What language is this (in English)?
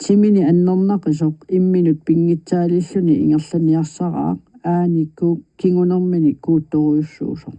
Kalaallisut